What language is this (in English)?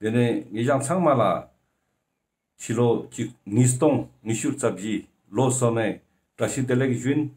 Ladakhi